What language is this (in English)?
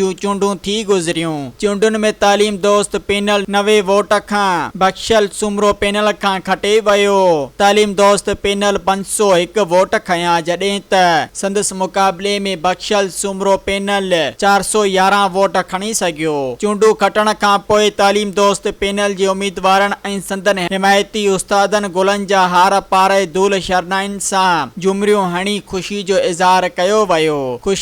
Sindhi